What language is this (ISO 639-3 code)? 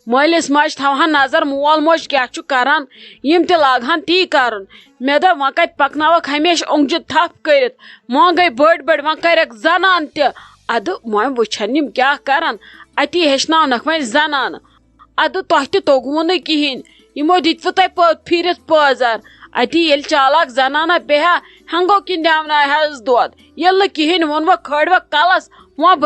kas